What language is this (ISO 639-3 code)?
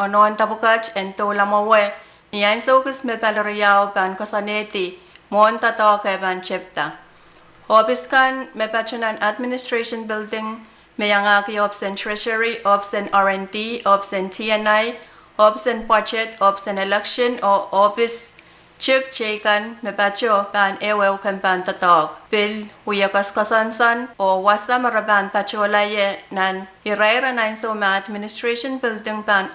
pon